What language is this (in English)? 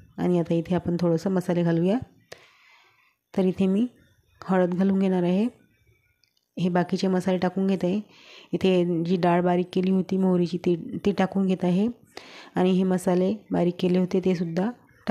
Marathi